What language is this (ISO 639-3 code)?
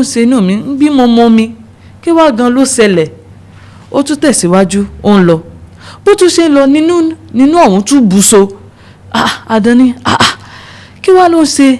yor